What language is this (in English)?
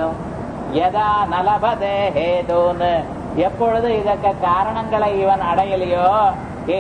Tamil